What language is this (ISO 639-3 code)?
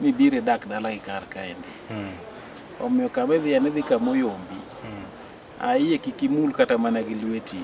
luo